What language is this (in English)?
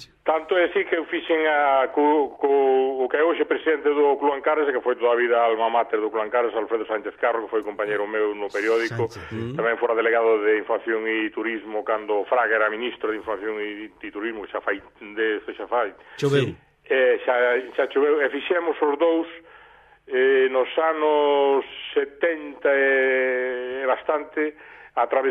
Galician